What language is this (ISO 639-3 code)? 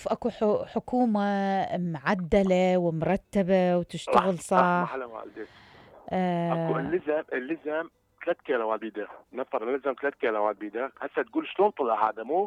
acm